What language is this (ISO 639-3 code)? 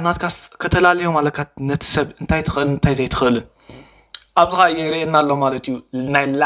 tir